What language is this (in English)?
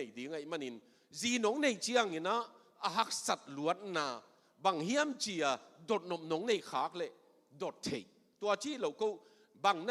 Tedim Chin